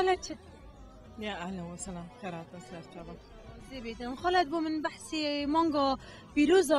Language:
Kurdish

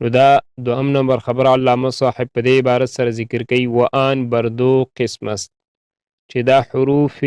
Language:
Pashto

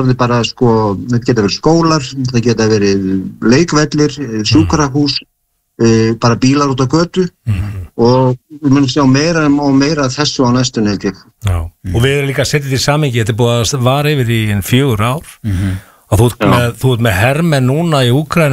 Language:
Icelandic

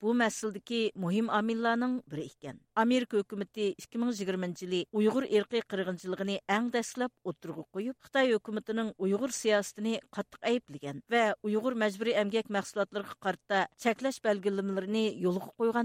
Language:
Uyghur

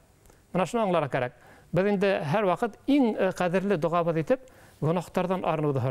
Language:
Bashkir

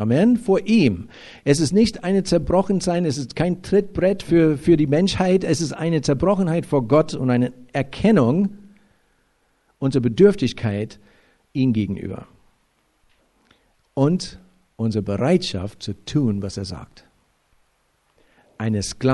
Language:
German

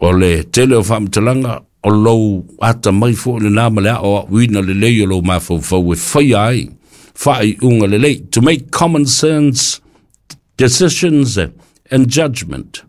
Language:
Samoan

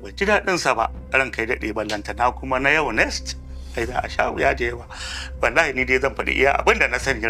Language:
Hausa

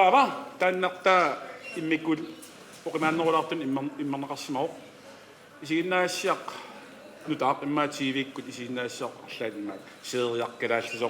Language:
Kalaallisut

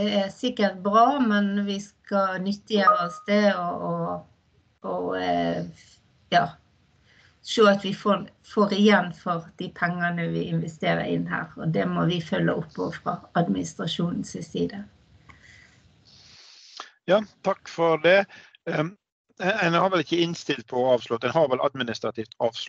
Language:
Norwegian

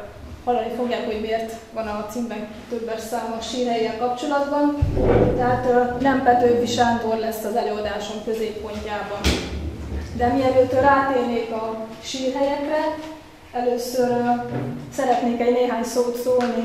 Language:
Hungarian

